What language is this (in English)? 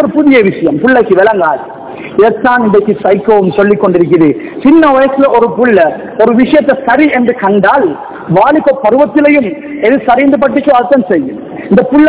Tamil